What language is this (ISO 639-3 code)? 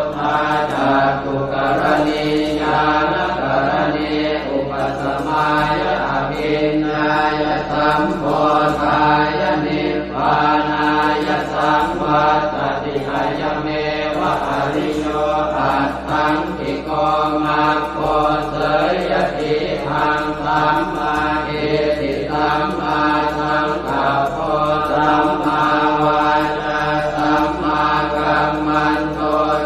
pli